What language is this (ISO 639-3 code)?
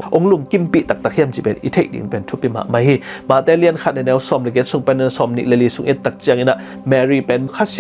ctd